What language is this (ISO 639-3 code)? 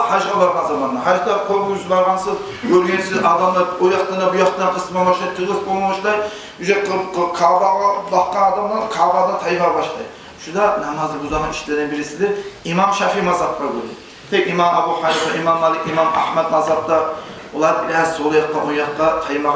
kum